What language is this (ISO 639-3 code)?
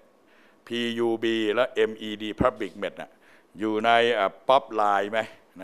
tha